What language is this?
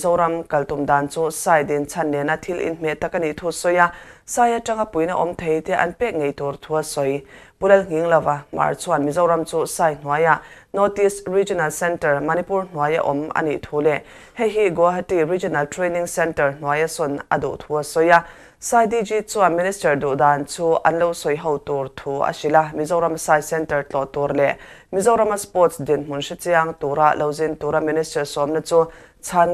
Mizo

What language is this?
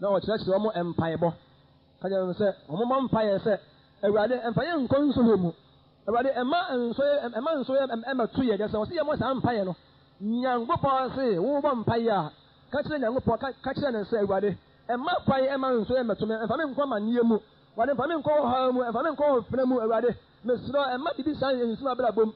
Akan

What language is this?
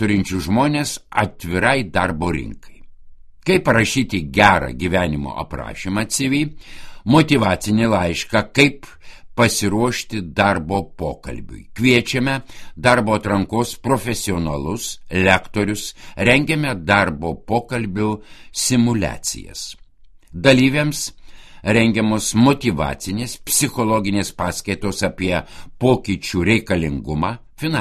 Lithuanian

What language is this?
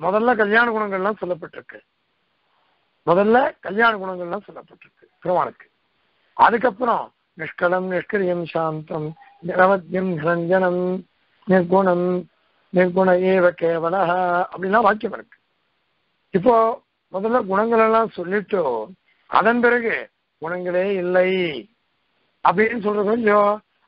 Tamil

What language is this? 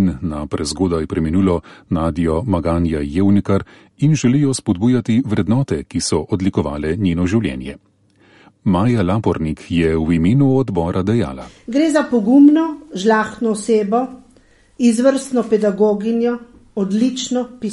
Slovenian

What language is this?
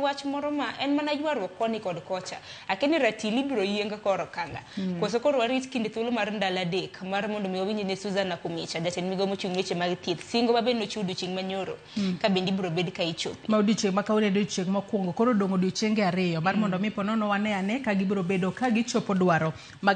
Luo (Kenya and Tanzania)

